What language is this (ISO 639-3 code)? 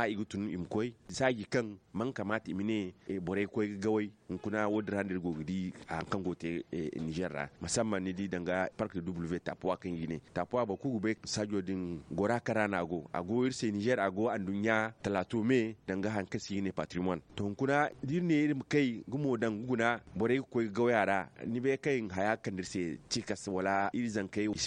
dje